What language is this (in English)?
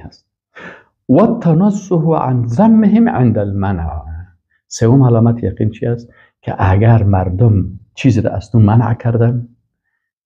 Persian